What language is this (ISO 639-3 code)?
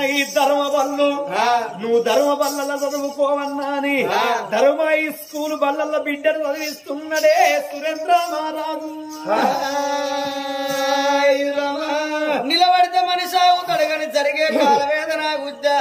tel